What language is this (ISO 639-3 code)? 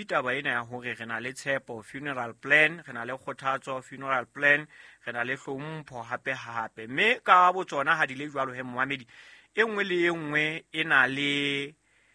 sot